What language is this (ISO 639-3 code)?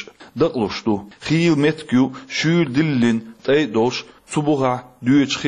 che